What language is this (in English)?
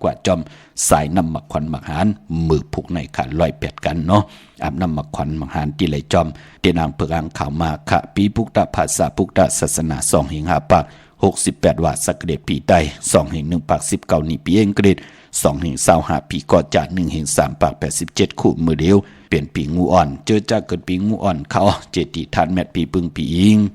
Shan